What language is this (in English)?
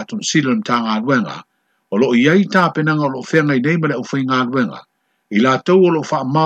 Samoan